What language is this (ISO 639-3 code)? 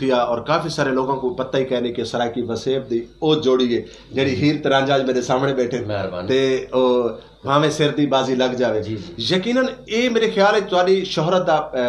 skr